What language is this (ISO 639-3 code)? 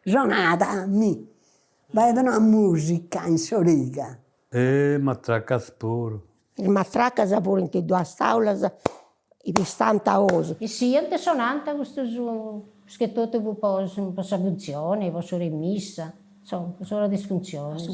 srd